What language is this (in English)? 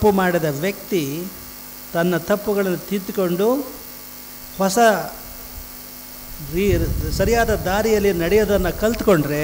Kannada